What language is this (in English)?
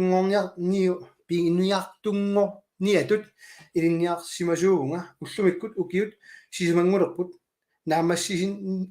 Kalaallisut